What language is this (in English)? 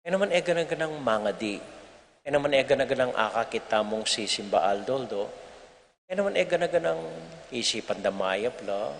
Pampanga